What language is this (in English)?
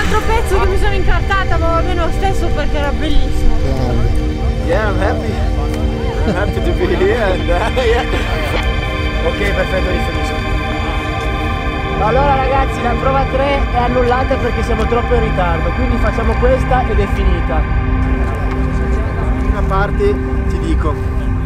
Italian